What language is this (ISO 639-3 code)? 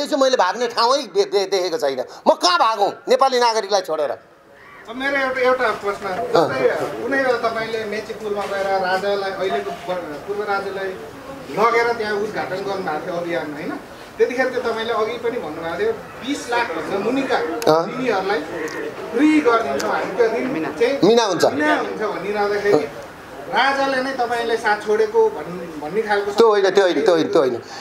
nep